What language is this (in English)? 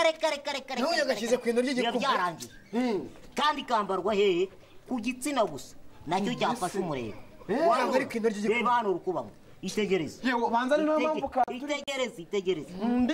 Kinyarwanda